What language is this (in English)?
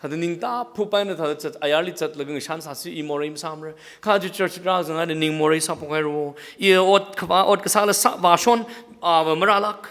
Tangkhul Naga (India)